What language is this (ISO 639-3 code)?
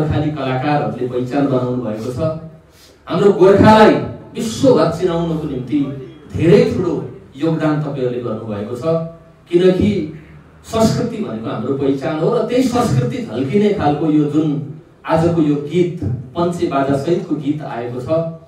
nep